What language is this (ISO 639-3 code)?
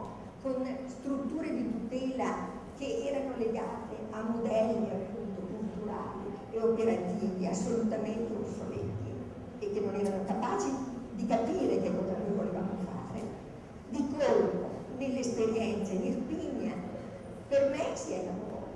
ita